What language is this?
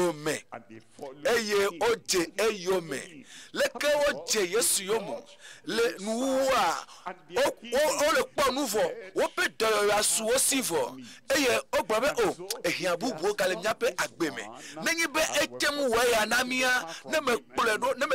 Ewe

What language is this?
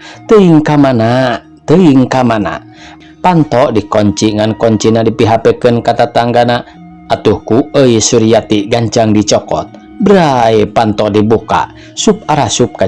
Sundanese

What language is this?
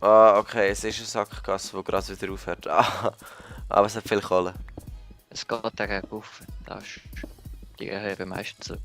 Swiss German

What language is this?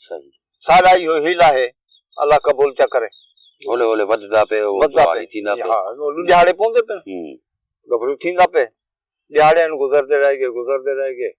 Saraiki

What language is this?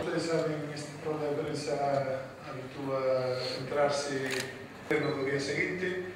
Galician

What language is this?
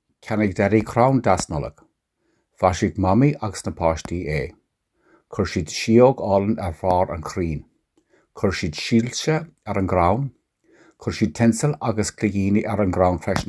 Irish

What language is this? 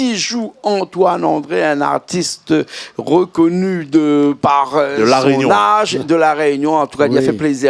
Réunion Creole French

